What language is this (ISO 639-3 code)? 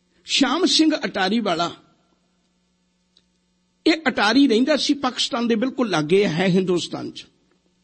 pan